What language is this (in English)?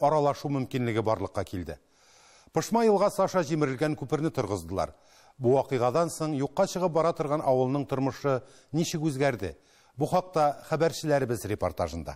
Tatar